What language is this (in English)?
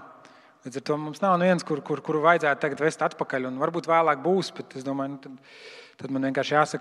Latvian